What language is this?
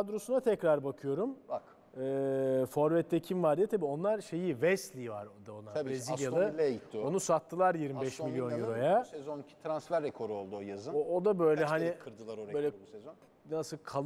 Turkish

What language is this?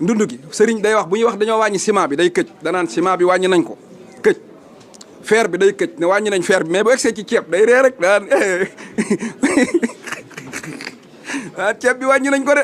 Wolof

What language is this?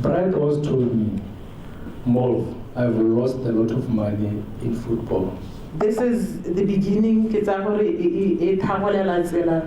Tswana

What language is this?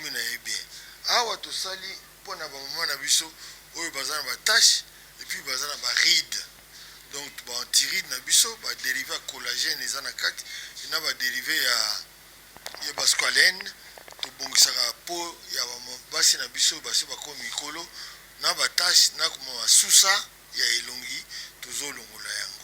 Lingala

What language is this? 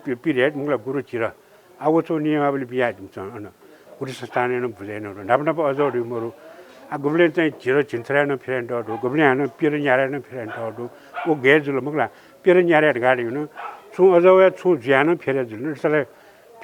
Newari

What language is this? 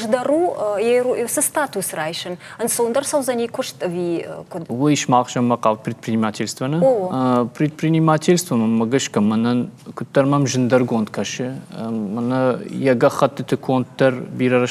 Ossetic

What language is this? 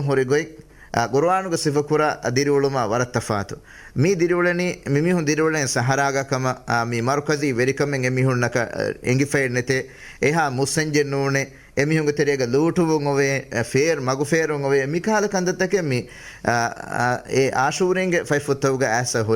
Divehi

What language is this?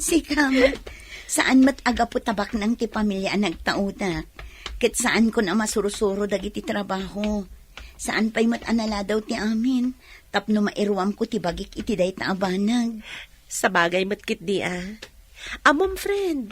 Iloko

